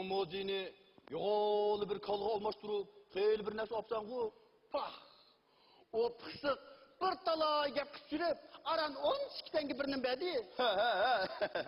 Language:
Uyghur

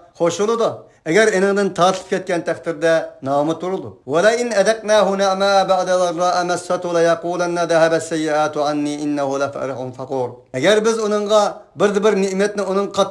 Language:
Uyghur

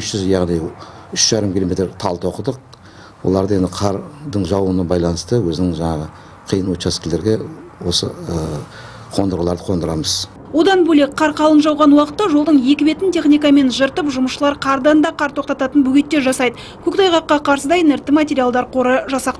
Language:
Kazakh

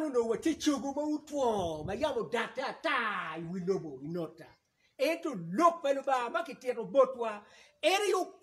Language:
Acoli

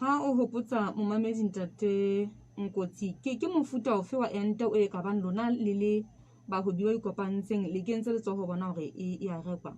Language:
Southern Sotho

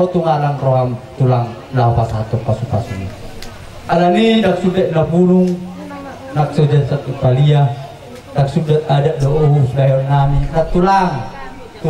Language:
Batak Toba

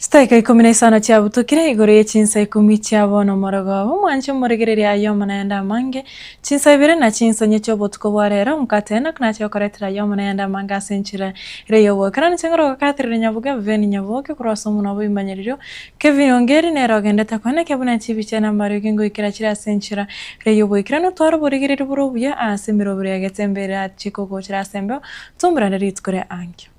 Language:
Gusii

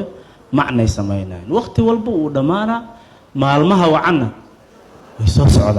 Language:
Somali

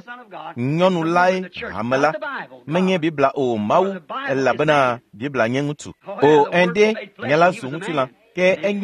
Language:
Ewe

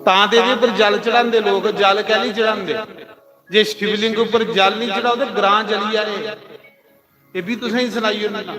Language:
Dogri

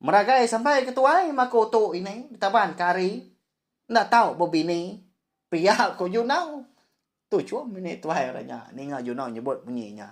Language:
Iban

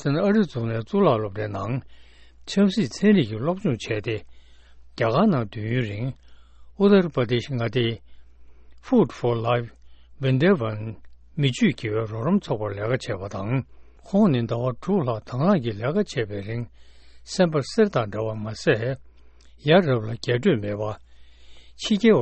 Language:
Tibetan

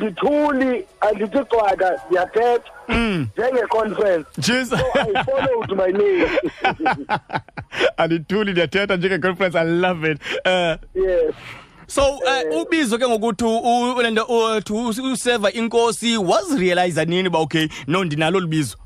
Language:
Xhosa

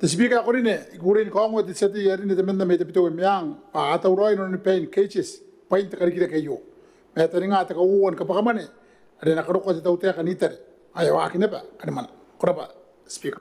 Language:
Gilbertese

